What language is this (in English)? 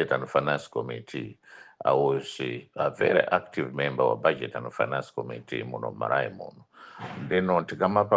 Nyanja